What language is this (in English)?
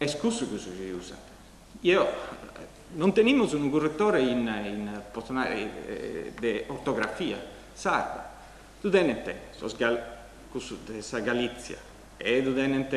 Sardinian